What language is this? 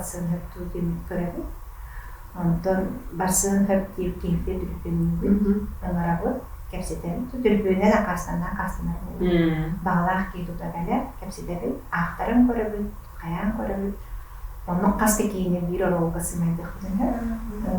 Yakut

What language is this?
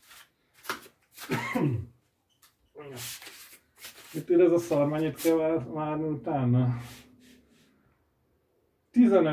Hungarian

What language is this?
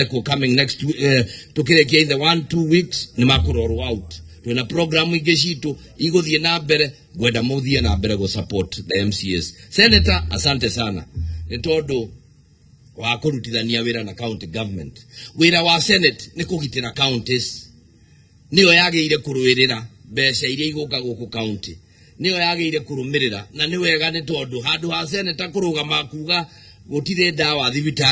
Kikuyu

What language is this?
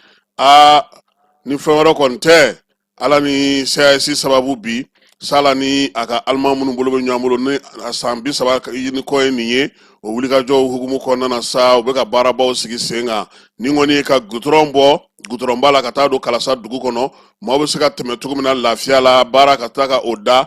Bambara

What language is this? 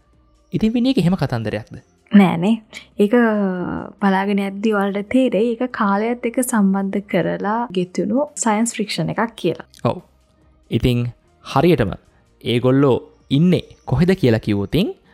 Sinhala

